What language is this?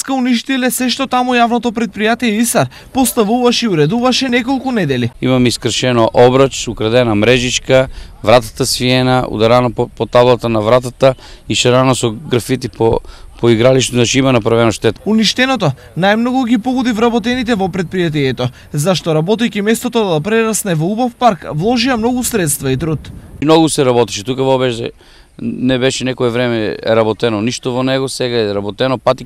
Macedonian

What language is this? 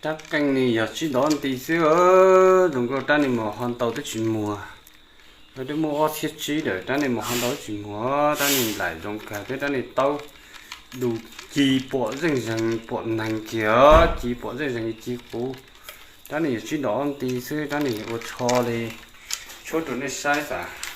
Hmong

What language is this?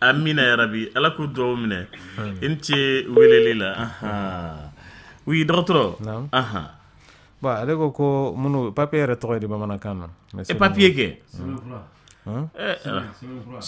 Dyula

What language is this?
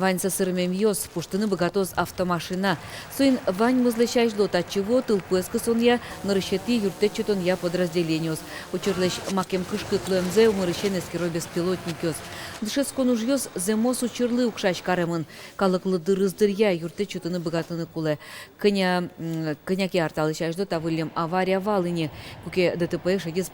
Udmurt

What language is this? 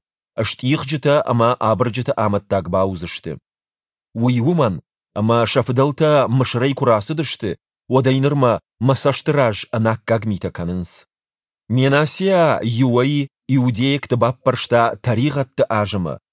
Ossetic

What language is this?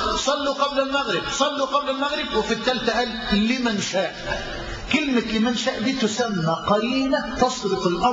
Egyptian Arabic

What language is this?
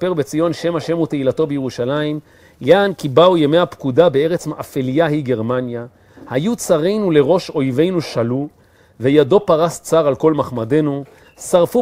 Hebrew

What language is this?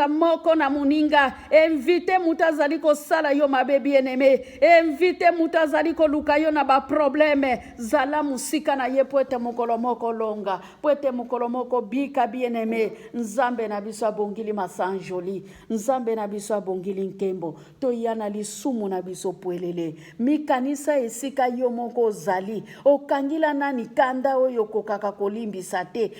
Lingala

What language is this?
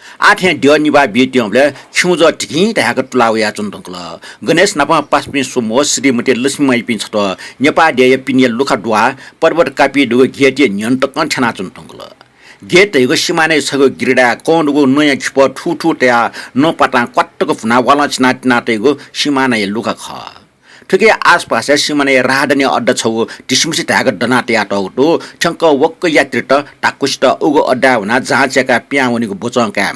Newari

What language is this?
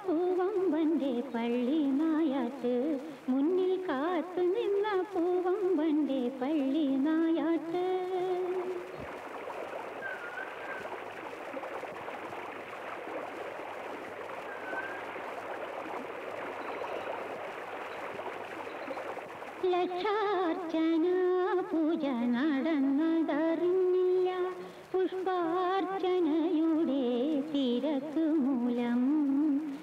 Malayalam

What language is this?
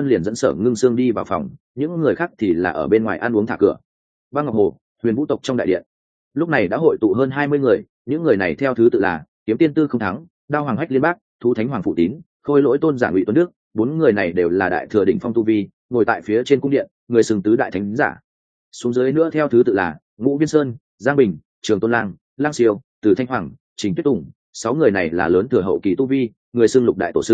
Vietnamese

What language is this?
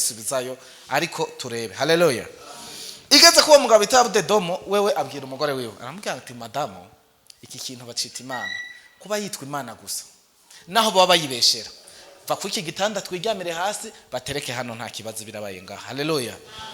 Rundi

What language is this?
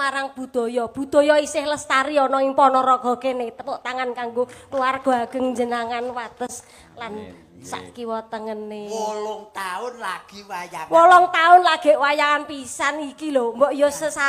Javanese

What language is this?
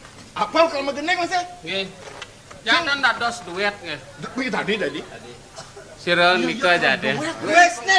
Balinese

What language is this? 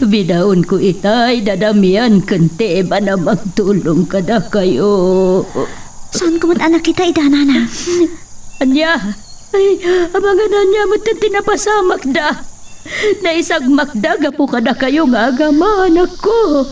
Iloko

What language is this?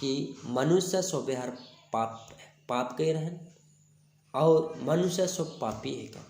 Sadri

